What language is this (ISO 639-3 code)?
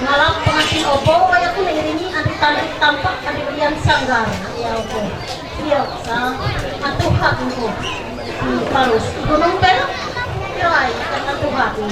mhy